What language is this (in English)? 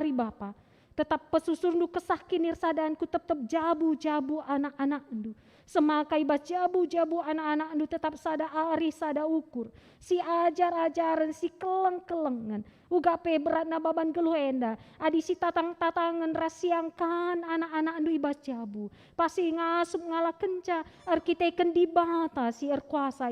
Batak Karo